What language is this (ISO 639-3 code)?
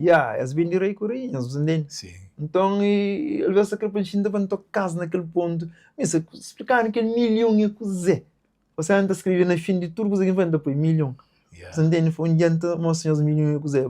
kea